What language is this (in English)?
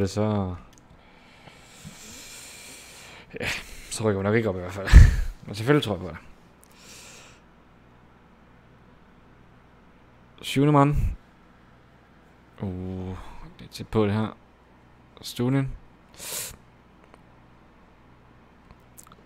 Danish